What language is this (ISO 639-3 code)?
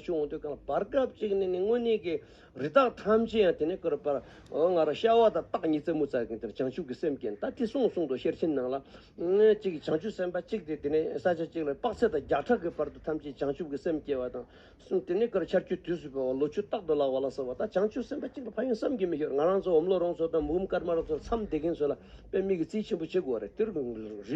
bod